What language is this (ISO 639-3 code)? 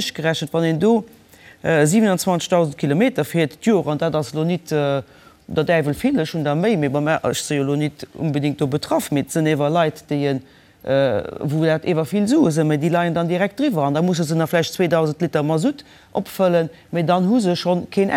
ltz